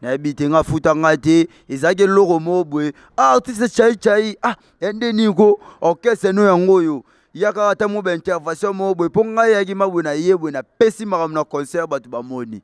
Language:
Lingala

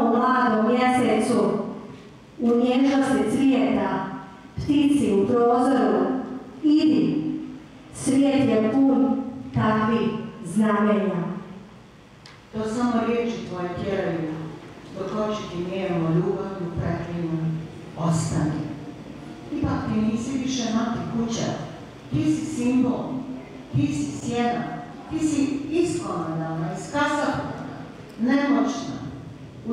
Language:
Croatian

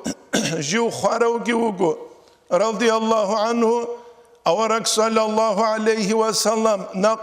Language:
Avaric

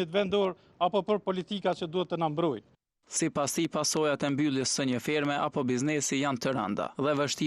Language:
Albanian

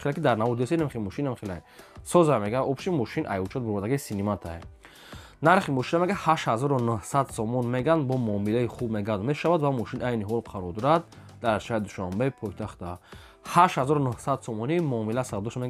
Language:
Tajik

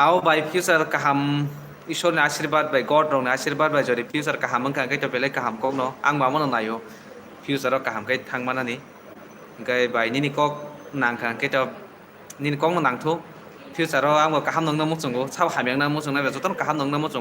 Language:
Kok Borok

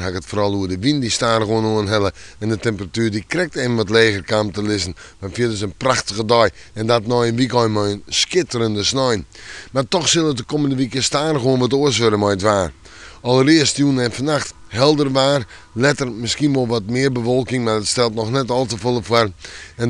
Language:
Western Frisian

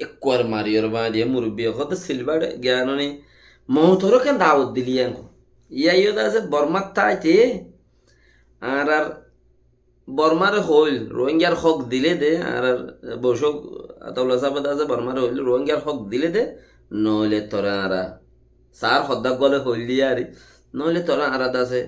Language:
Rohingya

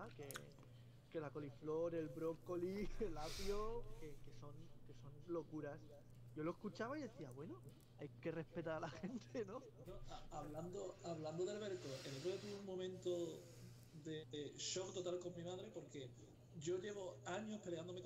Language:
Spanish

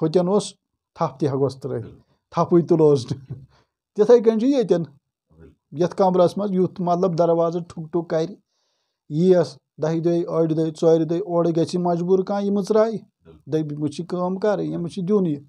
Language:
Kashmiri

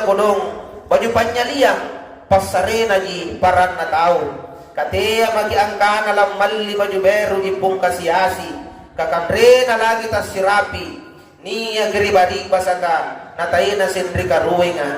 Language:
Makasar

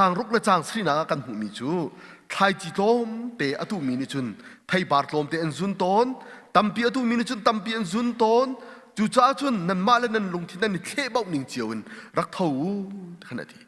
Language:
Hakha Chin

